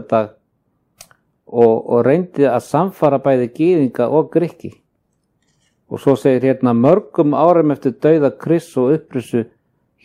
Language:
Icelandic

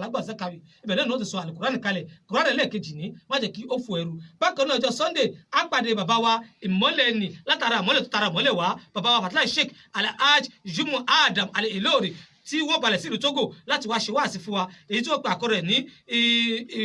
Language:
Yoruba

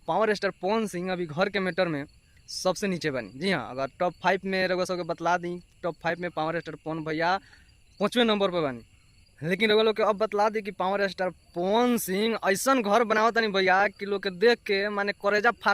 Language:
Bhojpuri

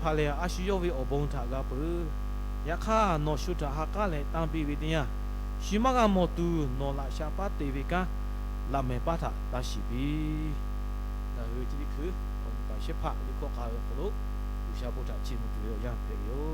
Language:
Lahu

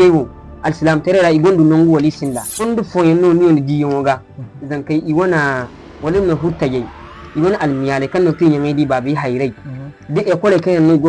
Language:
Zarma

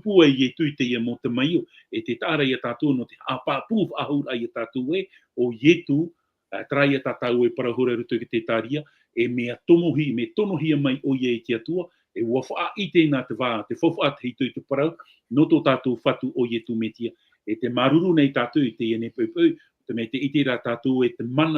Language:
Tahitian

